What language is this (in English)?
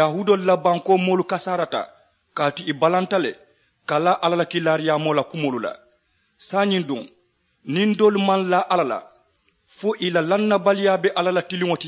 Mandingo